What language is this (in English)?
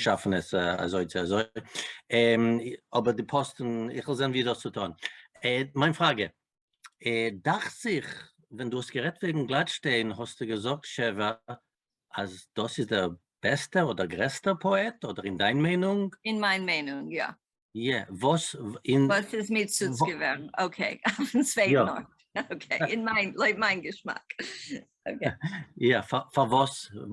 Yiddish